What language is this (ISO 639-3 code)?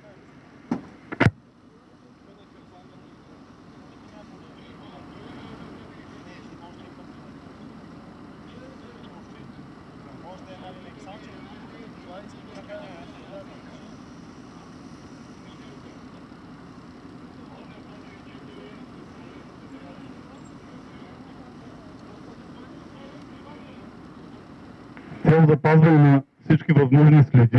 bul